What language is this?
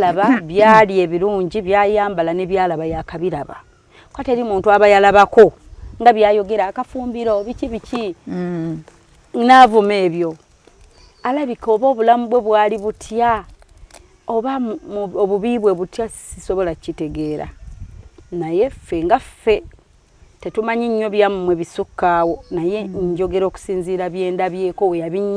Ganda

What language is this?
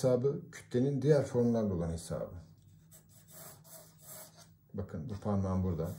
Turkish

